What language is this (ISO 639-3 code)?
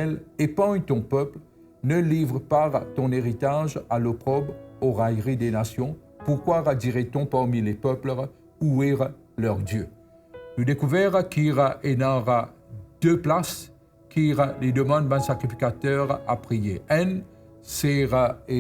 mfe